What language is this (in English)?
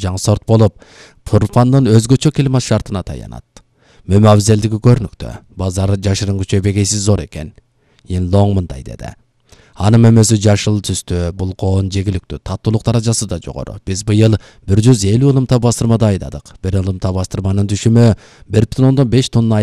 Kyrgyz